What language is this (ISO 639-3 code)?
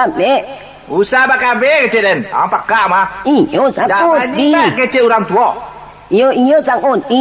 min